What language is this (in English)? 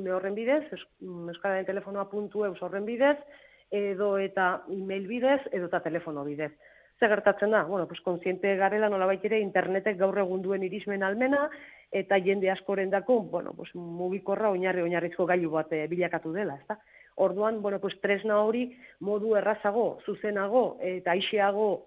Basque